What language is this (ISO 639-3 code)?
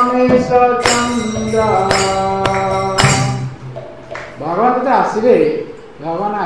ori